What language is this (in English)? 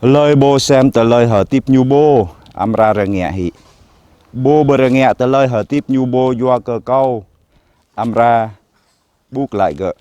Jarai